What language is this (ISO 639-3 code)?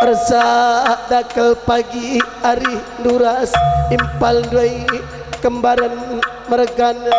btx